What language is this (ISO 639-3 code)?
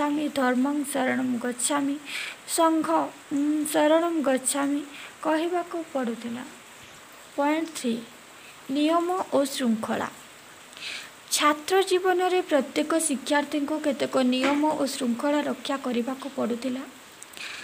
ori